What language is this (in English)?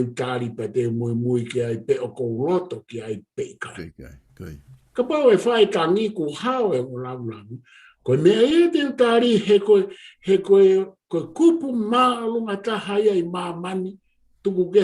Tongan